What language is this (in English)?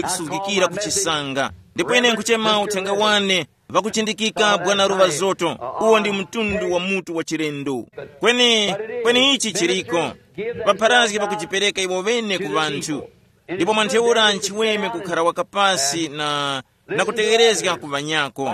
Tumbuka